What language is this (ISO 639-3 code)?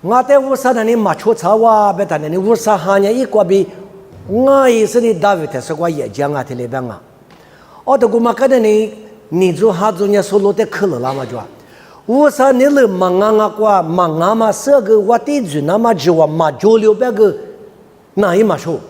lis